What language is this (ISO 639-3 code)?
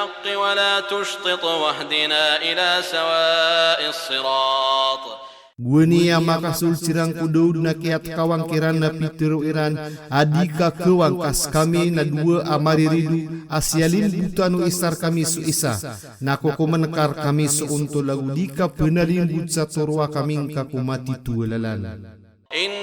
mrw